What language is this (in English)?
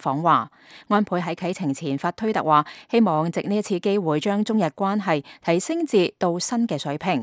Cantonese